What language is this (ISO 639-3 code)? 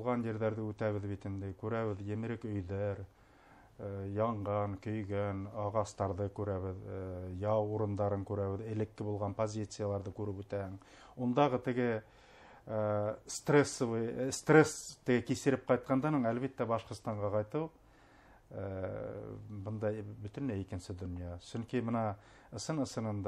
bak